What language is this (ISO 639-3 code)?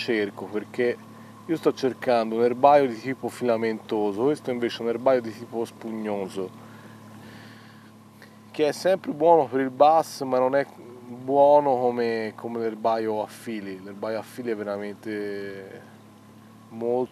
ita